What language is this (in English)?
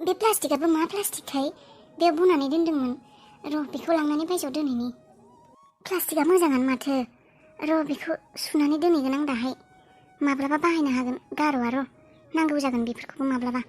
Bodo